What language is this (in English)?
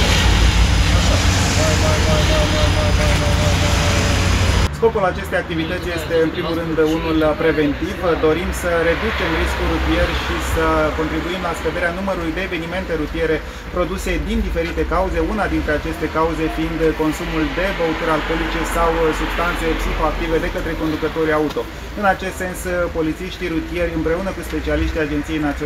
Romanian